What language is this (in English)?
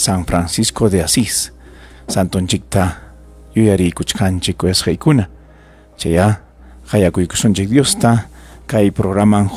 Ayacucho Quechua